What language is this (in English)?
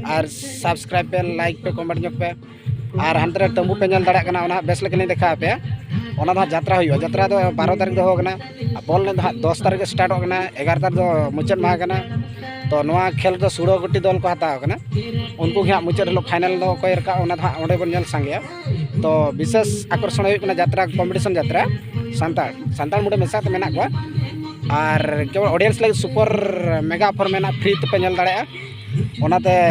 Santali